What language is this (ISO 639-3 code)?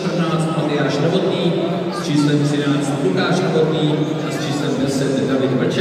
ces